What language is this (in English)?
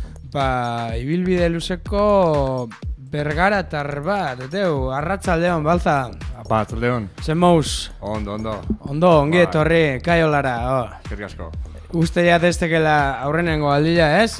Basque